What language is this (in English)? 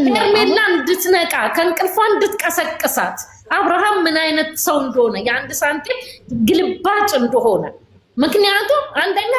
Amharic